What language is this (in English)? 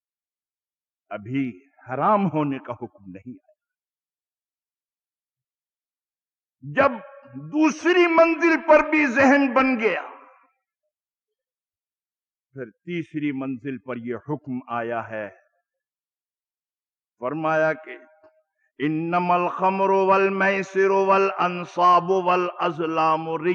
Urdu